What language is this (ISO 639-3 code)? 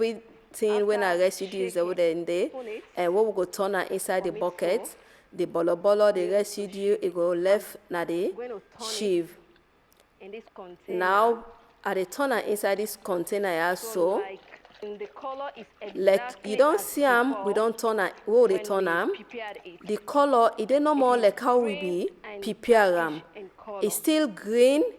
pcm